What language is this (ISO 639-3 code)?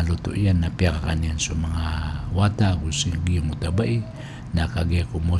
mrw